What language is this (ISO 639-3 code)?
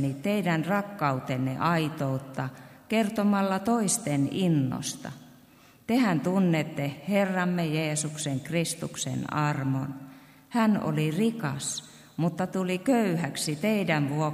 fin